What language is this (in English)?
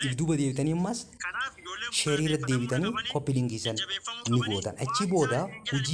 Oromo